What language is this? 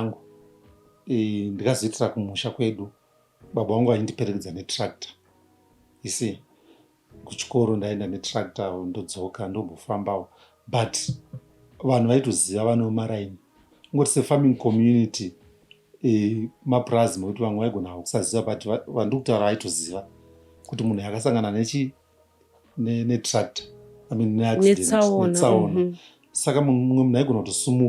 Shona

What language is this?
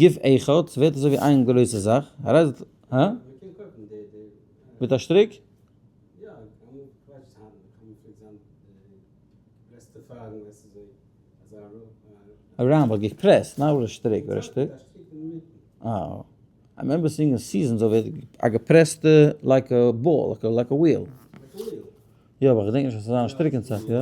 Yiddish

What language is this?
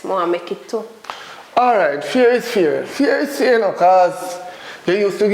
Jamaican Creole English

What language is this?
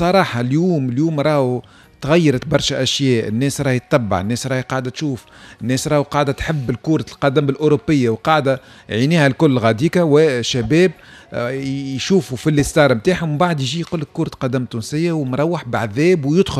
Tunisian Arabic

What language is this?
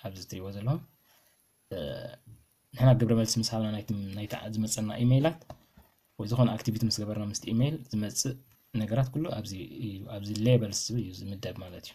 Tigrinya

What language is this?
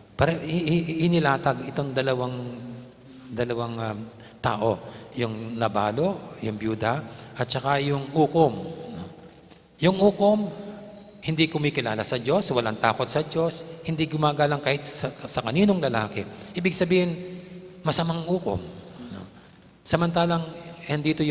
Pampanga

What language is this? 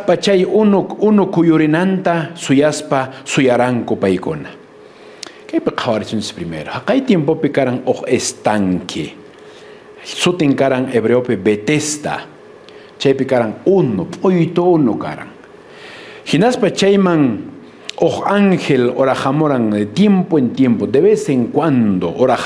Quechua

